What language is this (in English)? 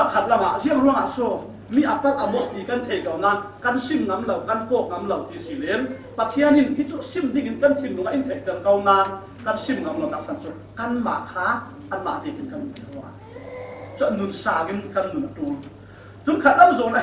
Falam Chin